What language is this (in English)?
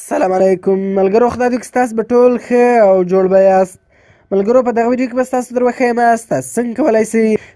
Pashto